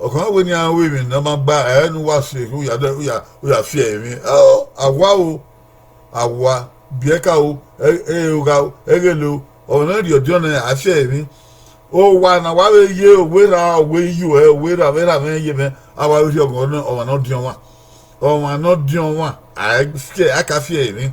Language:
Bini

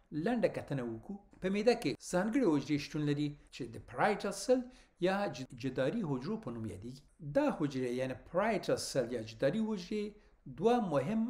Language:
Pashto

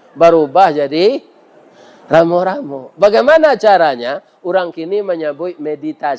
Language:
Minangkabau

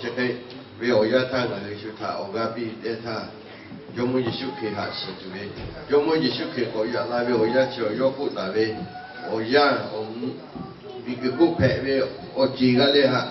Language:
Lahu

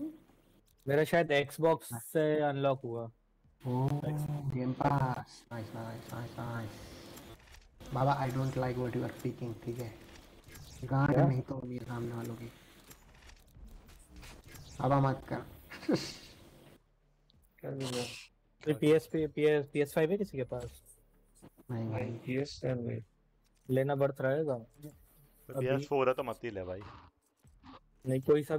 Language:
Hindi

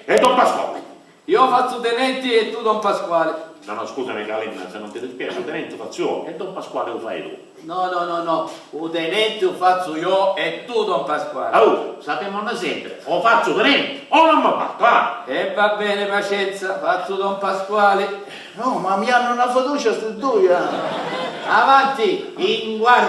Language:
Sicilian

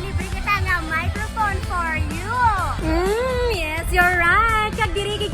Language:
Hiligaynon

